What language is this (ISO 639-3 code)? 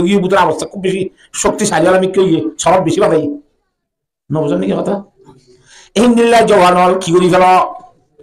rhg